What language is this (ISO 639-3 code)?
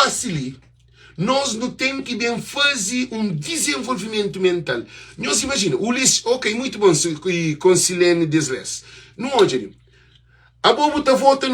kea